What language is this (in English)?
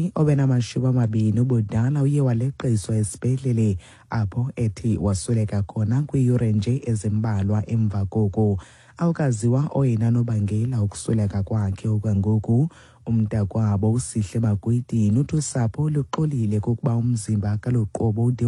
Xhosa